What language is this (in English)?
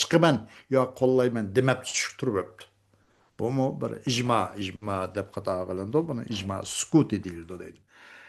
Uyghur